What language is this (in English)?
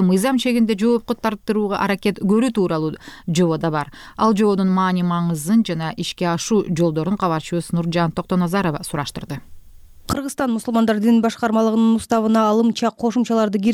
Kyrgyz